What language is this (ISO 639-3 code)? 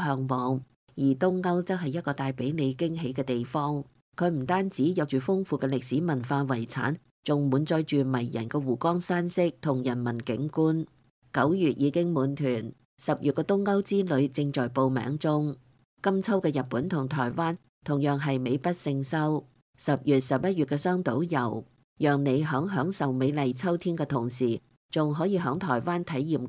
yue